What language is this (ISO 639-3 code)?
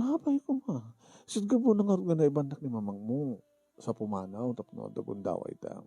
ilo